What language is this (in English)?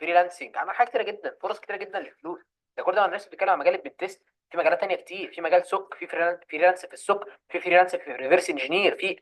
Egyptian Arabic